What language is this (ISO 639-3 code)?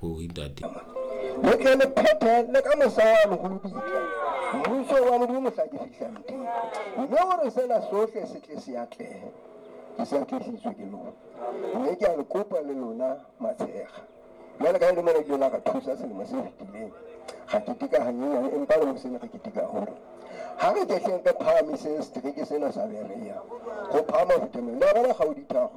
sot